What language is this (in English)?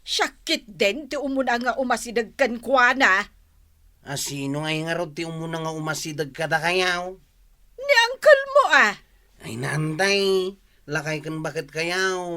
Iloko